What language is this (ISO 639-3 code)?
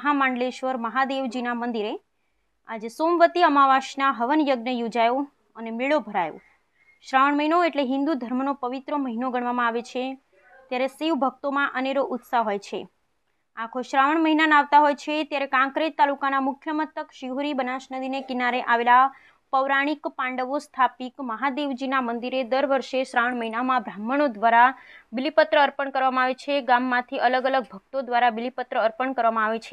guj